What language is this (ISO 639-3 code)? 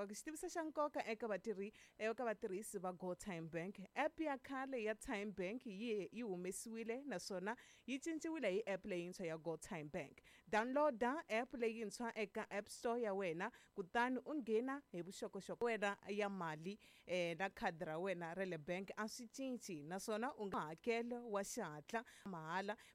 tso